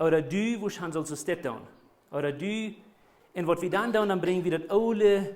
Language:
Plautdietsch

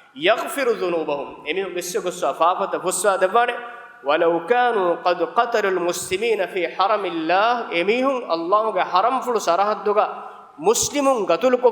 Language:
Divehi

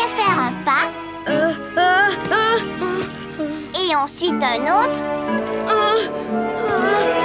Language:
French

